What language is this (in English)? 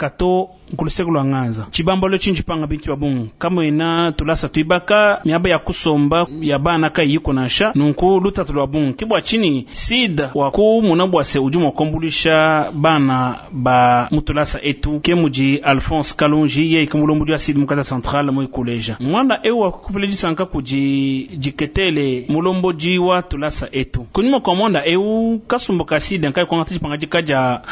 Luba-Lulua